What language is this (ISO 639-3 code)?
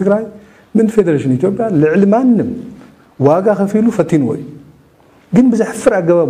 tir